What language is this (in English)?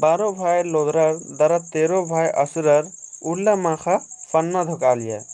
Kurukh